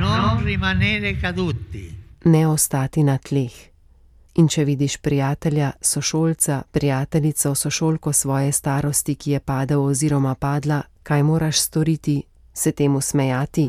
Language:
Slovenian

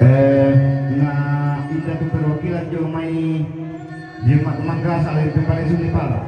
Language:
Toraja-Sa'dan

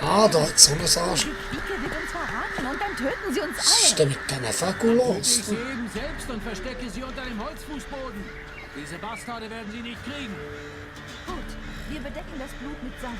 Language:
Swiss German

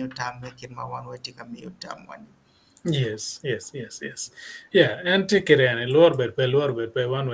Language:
Acoli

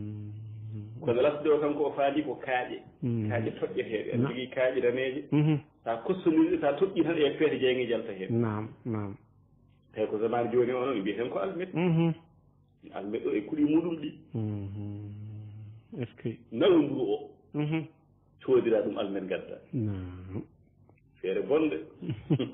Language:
Fula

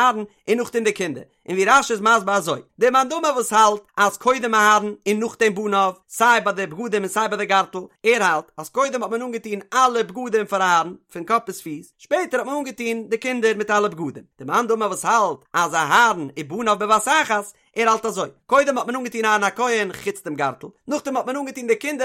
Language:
Yiddish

